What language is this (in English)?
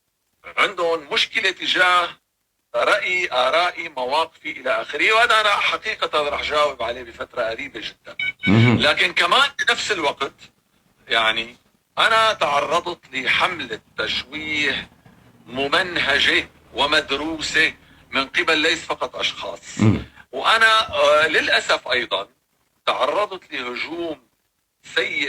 North Levantine Arabic